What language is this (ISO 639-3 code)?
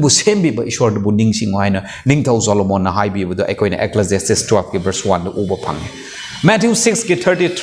mni